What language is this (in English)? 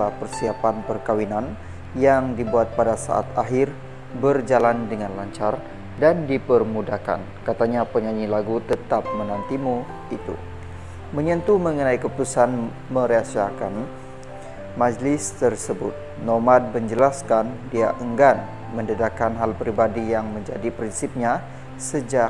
Malay